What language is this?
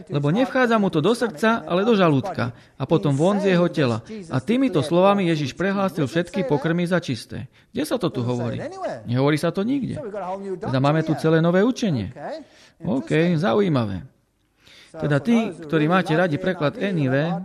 Slovak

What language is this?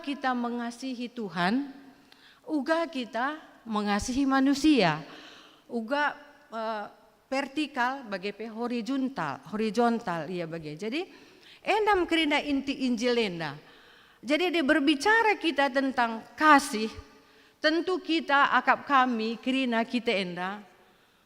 Batak Karo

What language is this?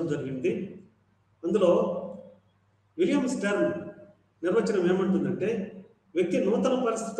Telugu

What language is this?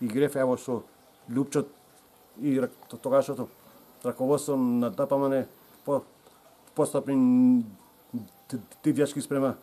Macedonian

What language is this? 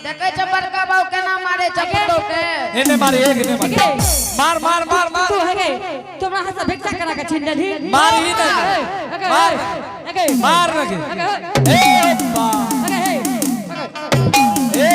Angika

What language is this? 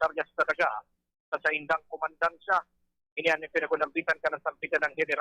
Bikol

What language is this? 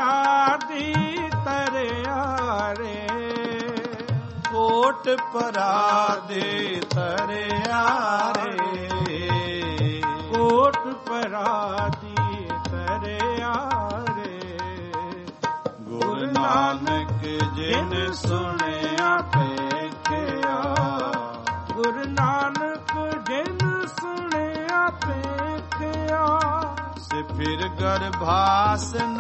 Punjabi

